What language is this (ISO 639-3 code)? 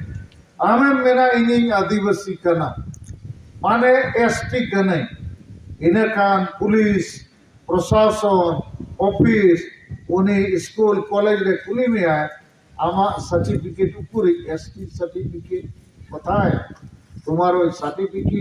sat